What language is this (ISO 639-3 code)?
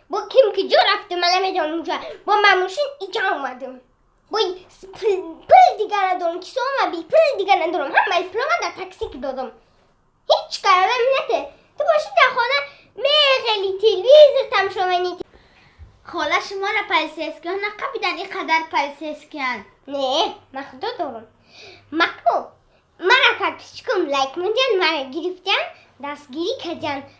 tgk